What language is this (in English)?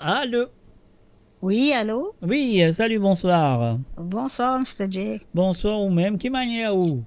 Morisyen